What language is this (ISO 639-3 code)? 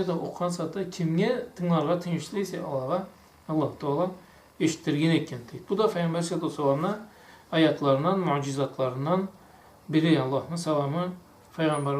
krc